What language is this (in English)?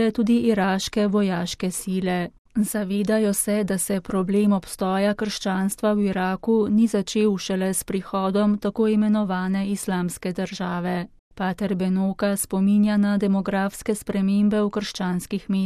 Slovenian